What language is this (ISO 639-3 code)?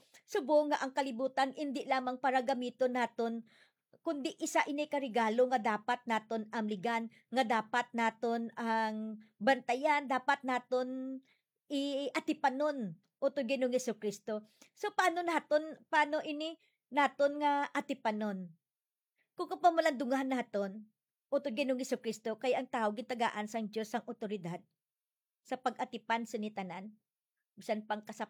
hil